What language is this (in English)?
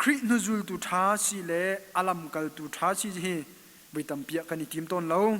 Hakha Chin